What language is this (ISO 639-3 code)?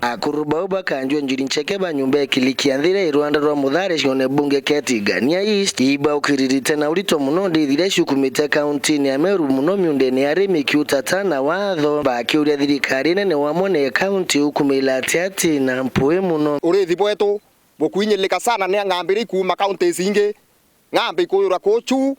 mer